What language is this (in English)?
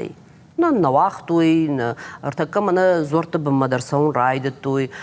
Ossetic